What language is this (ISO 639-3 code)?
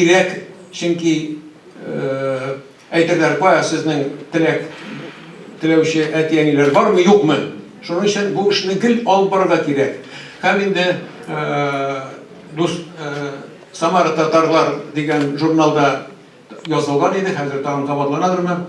tat